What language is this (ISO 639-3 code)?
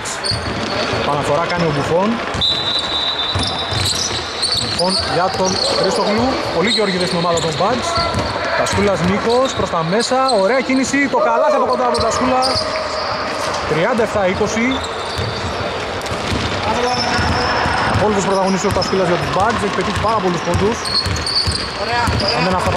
ell